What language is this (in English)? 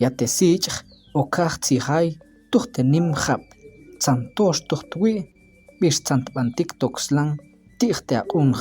Tektiteko